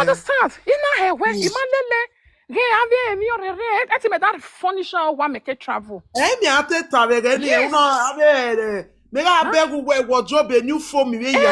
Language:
Nigerian Pidgin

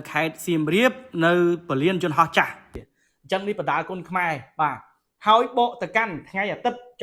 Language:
Khmer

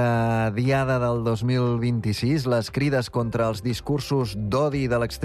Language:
Catalan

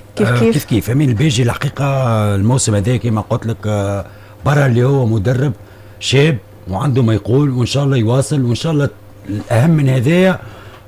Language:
Tunisian Arabic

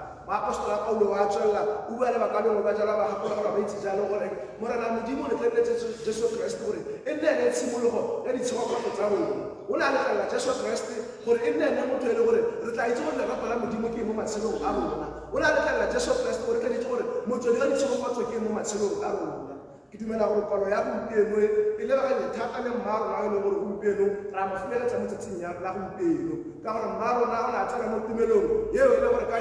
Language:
Tswana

